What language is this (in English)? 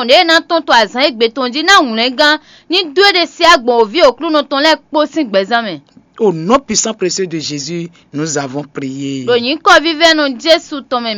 Fon